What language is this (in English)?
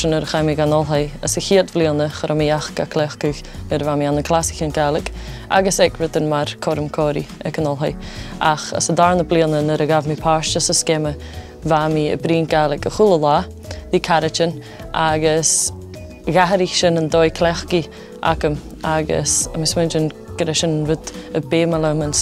Scottish Gaelic